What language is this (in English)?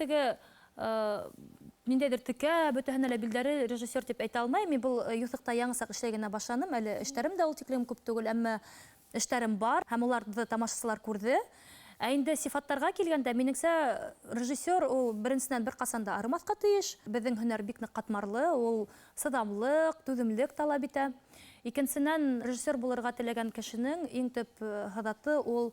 Bashkir